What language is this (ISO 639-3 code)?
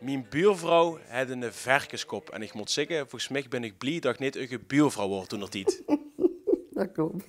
lim